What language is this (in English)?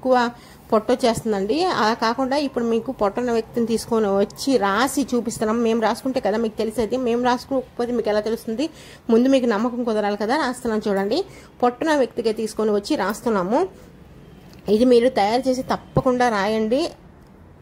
Telugu